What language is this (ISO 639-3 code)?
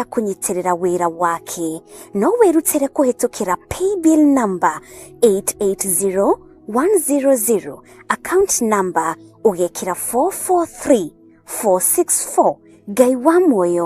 kik